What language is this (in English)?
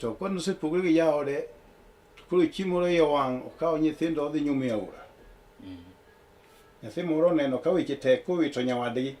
Luo (Kenya and Tanzania)